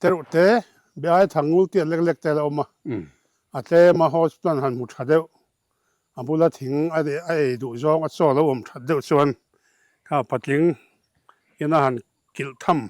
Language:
Mizo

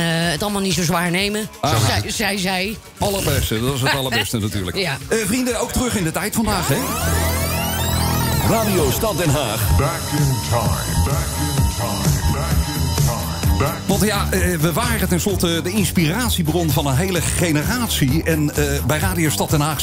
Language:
Dutch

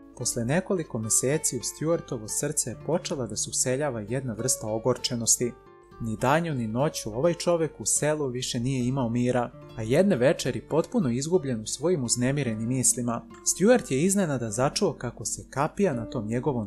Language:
Serbian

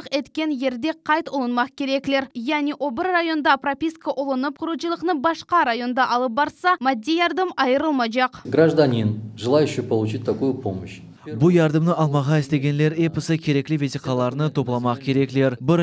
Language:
Crimean Tatar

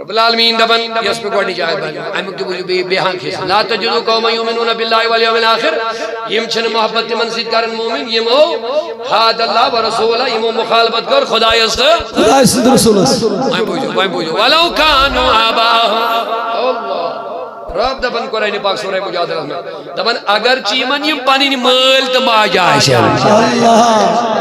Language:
Kashmiri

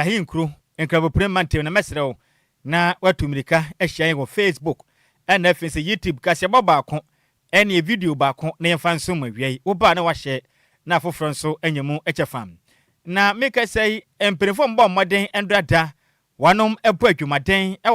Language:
Akan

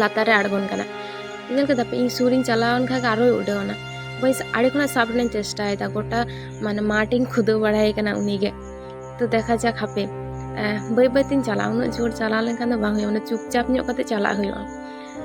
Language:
Santali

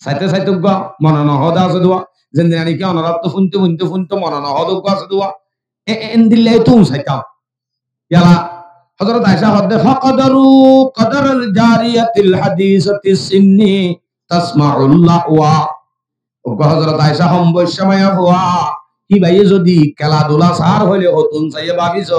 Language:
Rohingya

